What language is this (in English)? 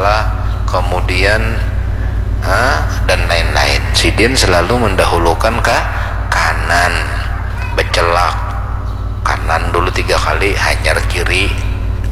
Banjar